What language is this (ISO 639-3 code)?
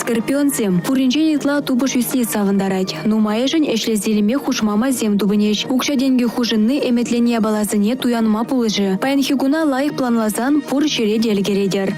chv